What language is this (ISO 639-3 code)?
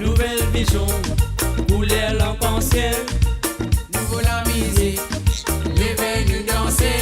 mfe